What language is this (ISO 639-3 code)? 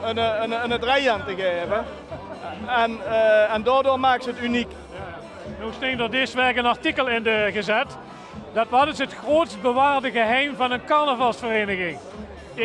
lim